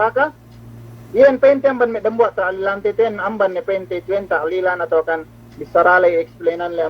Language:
Yakan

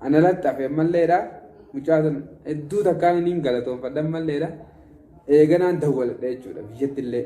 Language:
Oromo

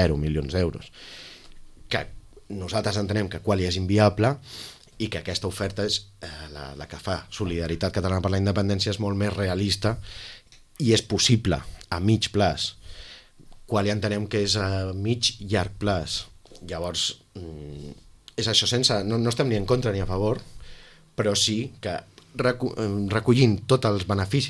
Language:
Catalan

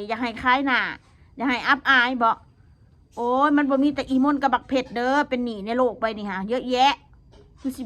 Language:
Northeastern Thai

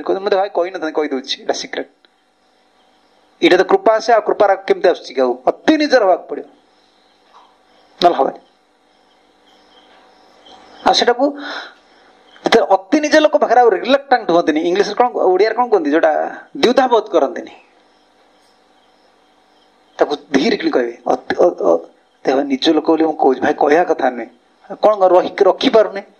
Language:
Odia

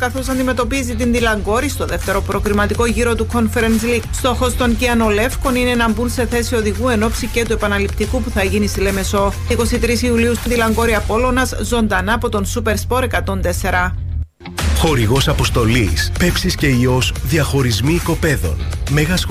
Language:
Greek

